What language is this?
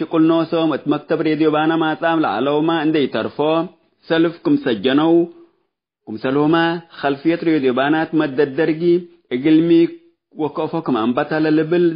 Tigre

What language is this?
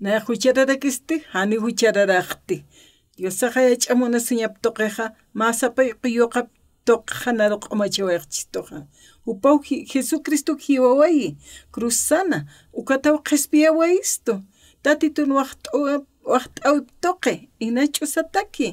Aymara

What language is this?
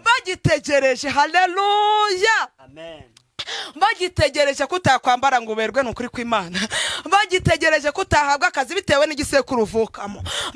Kinyarwanda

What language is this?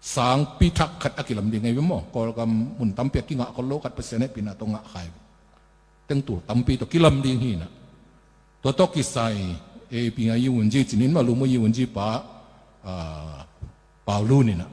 Tedim Chin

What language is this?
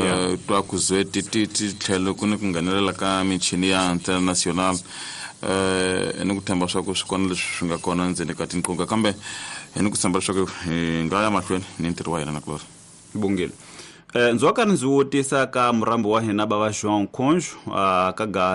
Tsonga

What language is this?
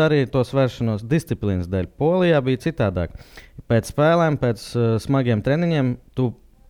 Latvian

